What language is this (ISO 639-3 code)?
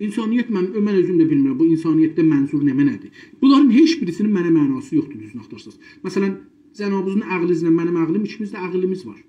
azb